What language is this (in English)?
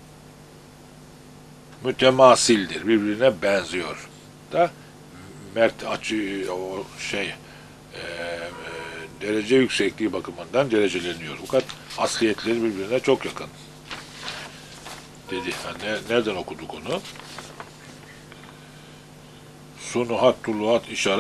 Turkish